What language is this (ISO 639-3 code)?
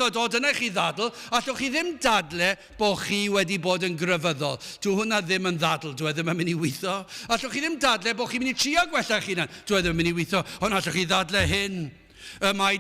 cym